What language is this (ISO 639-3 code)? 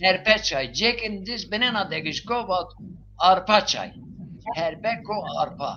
zza